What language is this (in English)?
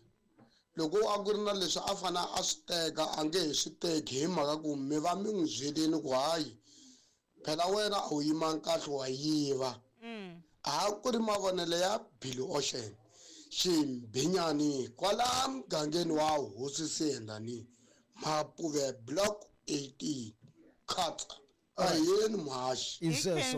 Tsonga